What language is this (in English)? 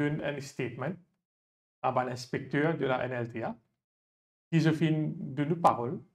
Morisyen